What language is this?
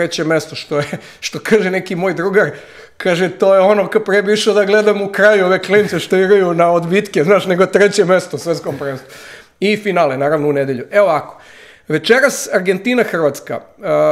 Serbian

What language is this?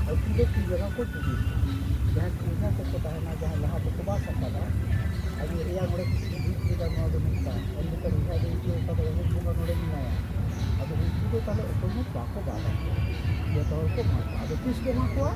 Santali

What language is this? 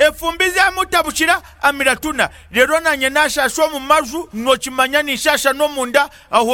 Kinyarwanda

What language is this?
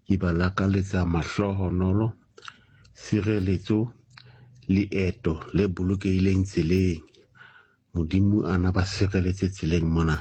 Southern Sotho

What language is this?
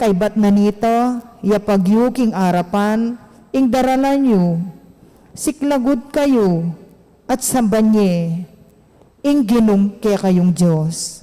Pampanga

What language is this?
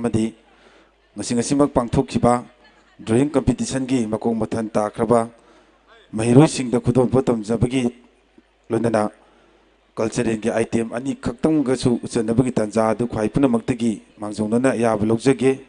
Manipuri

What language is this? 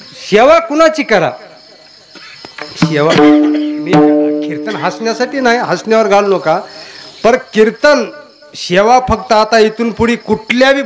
Marathi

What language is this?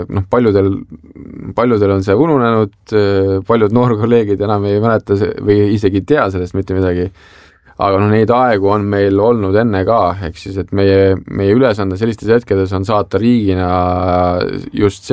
Estonian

